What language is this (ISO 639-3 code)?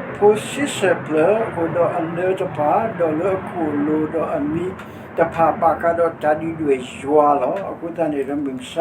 ksw